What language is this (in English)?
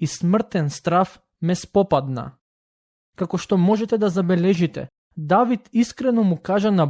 Macedonian